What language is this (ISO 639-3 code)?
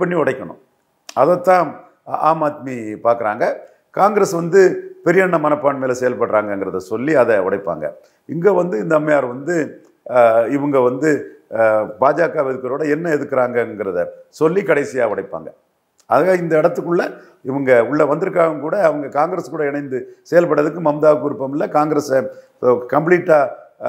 tam